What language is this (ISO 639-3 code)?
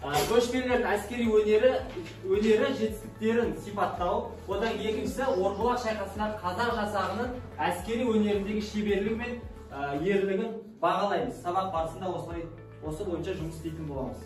kaz